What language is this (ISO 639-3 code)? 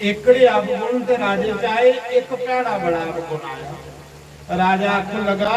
doi